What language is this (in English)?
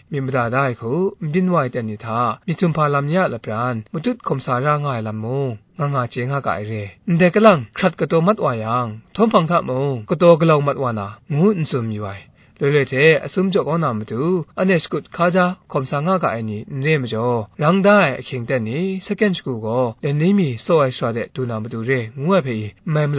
Kachin